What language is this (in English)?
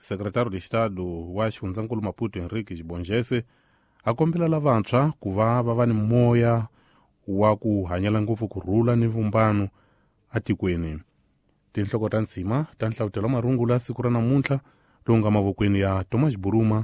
Tsonga